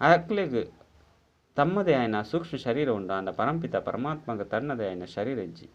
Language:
Tulu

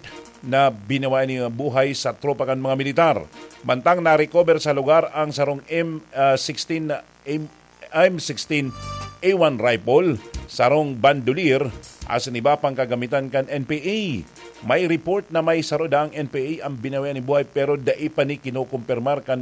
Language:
Bikol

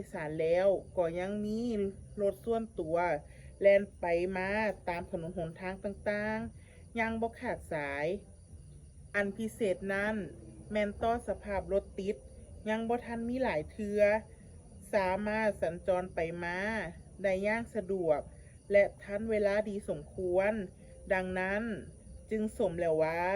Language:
Lao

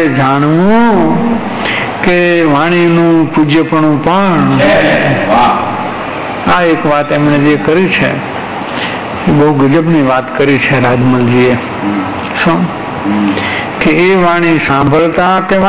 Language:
Gujarati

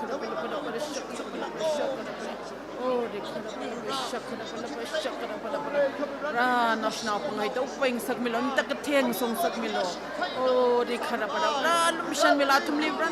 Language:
Tangkhul Naga (India)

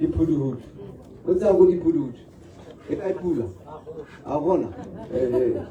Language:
Tswana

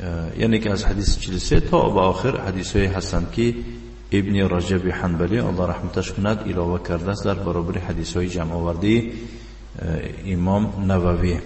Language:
Tajik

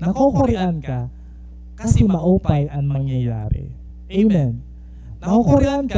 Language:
Waray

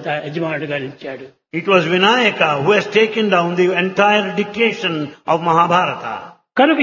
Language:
Telugu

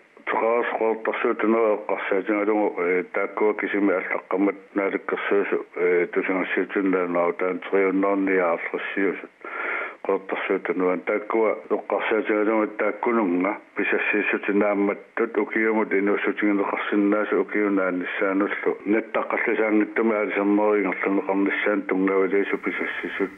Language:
Kalaallisut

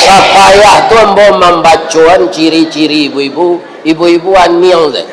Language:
Minangkabau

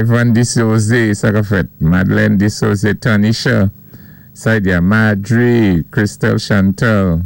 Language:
Saint Lucian Creole French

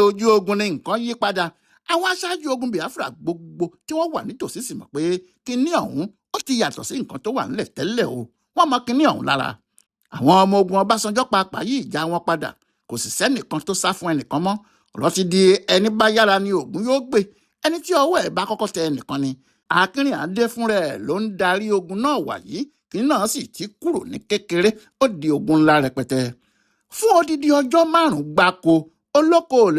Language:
Yoruba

